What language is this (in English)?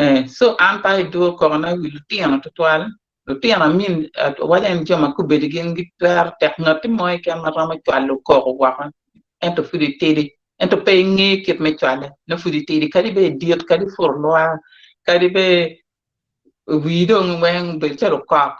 Acoli